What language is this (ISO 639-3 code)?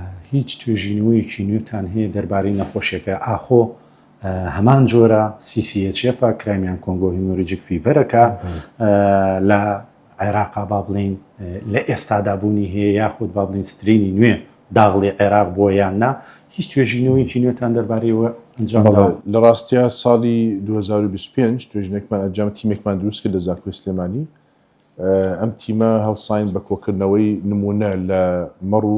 ckb